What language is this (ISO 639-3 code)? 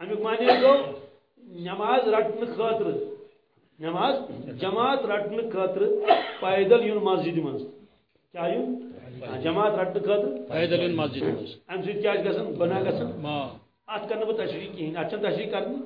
kas